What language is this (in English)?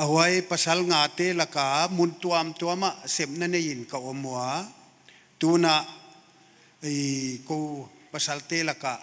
Paite Chin